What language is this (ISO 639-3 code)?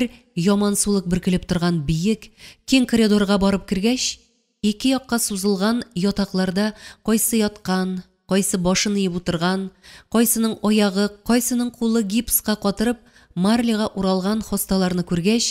tat